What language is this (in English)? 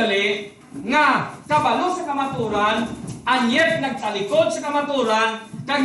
Hiligaynon